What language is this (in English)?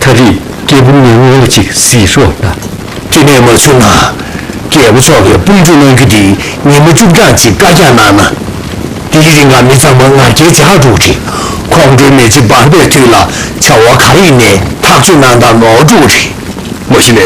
Tibetan